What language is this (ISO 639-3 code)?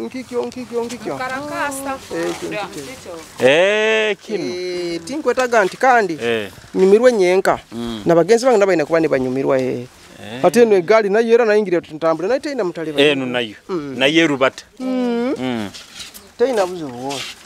nyo